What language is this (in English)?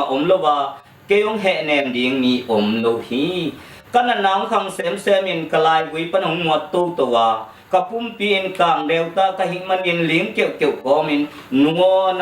Tedim Chin